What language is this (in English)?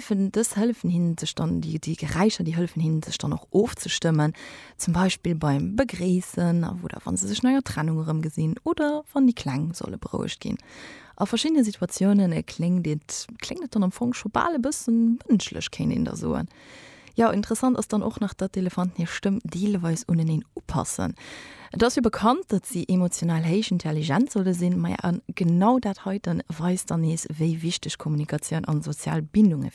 Luxembourgish